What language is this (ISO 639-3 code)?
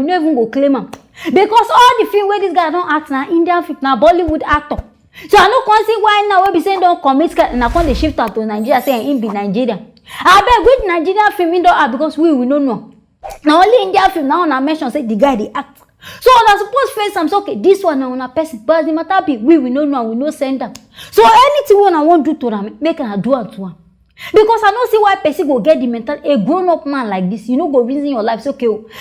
pcm